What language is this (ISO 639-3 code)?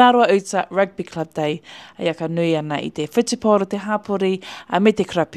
mri